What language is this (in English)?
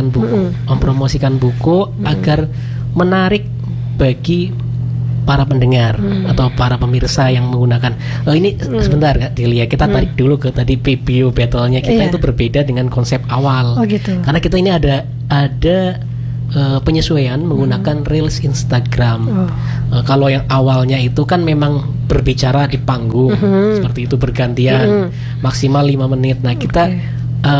Indonesian